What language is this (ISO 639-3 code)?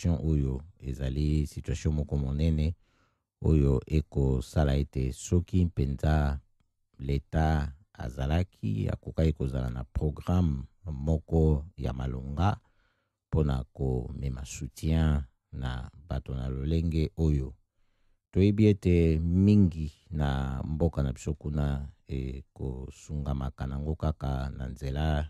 lin